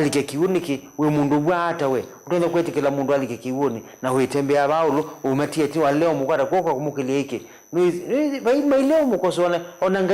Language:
Kamba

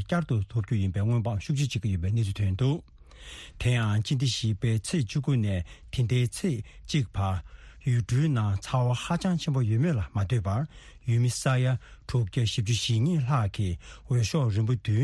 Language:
Tibetan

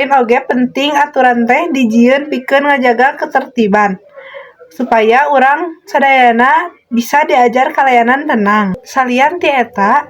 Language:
Sundanese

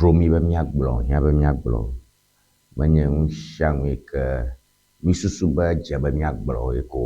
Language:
Ewe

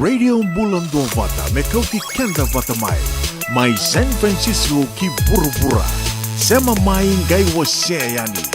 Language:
Fijian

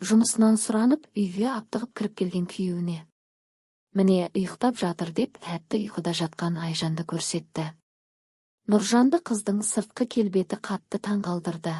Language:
Kazakh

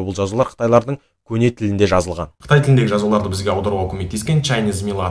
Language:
Kazakh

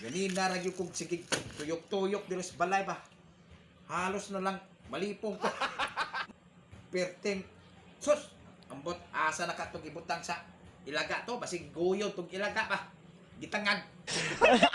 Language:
Cebuano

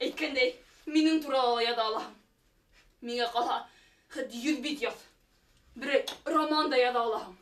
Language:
Bashkir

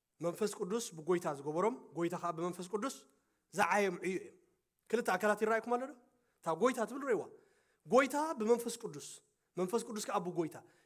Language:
Tigrinya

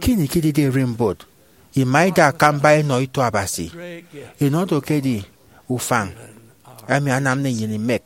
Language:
Efik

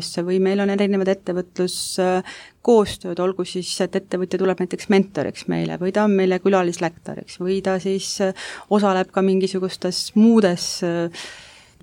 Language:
Estonian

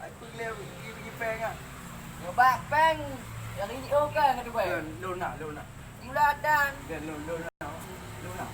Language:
Achinese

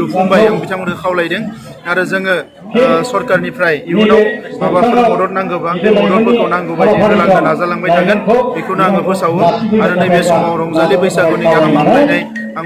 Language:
Bodo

